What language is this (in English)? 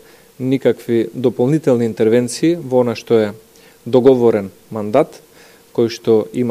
Macedonian